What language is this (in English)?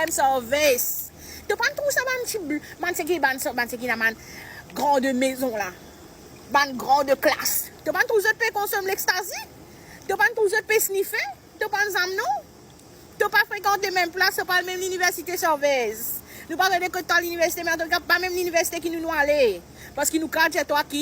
Morisyen